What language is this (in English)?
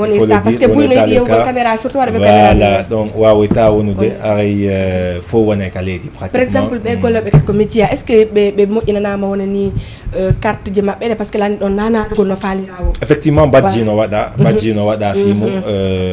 Fula